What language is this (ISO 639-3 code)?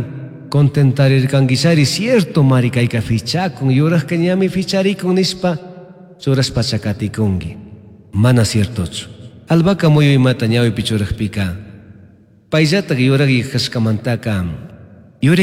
qug